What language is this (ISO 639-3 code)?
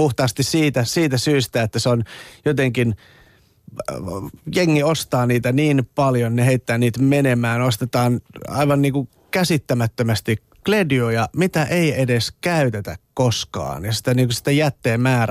fin